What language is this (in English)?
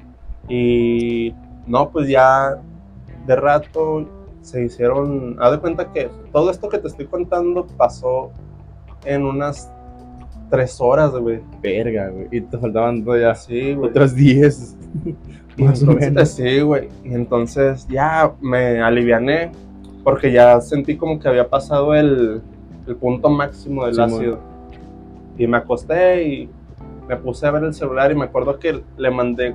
Spanish